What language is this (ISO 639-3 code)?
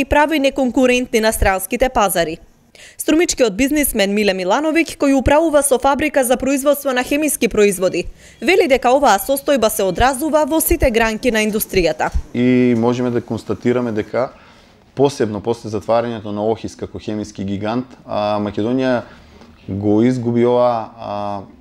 mkd